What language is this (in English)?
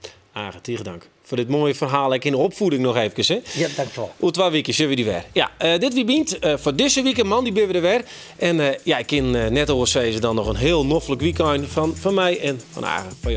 Western Frisian